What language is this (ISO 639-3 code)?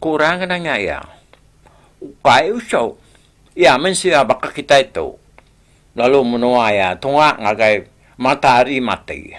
iba